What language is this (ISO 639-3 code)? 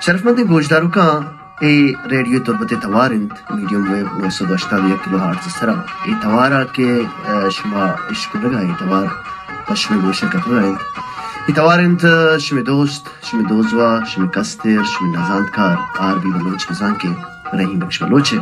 bal